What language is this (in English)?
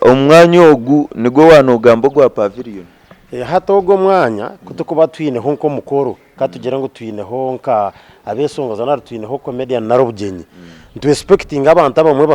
Nyankole